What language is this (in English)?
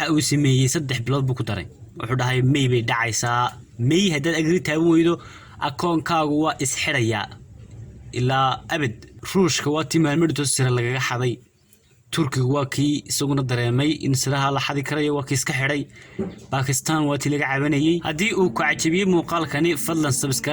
Somali